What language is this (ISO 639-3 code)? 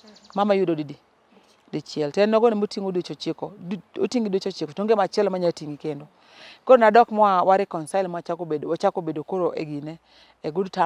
luo